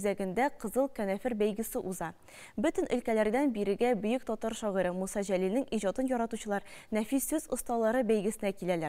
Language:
Tatar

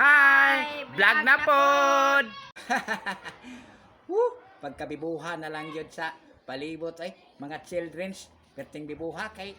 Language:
Cebuano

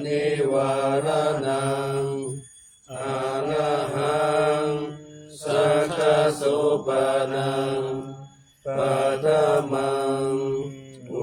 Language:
Pali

